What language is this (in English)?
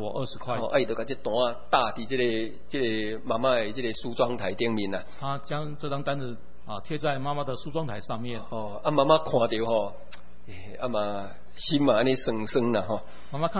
Min Nan Chinese